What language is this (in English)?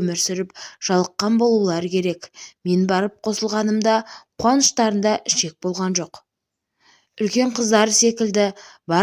Kazakh